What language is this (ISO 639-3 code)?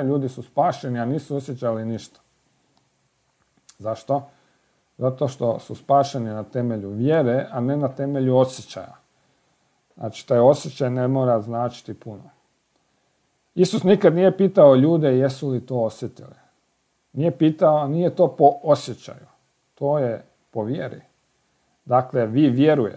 hrv